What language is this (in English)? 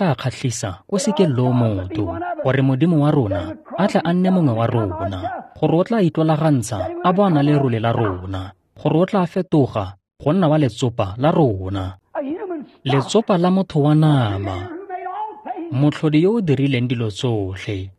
Tswana